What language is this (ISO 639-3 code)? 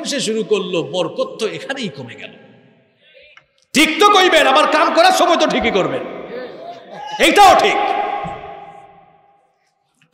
ben